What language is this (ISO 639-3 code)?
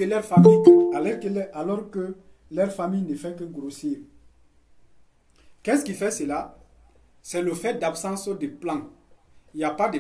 fra